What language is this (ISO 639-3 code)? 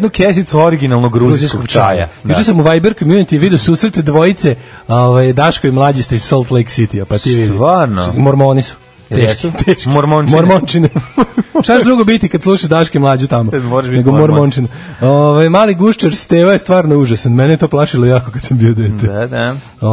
srp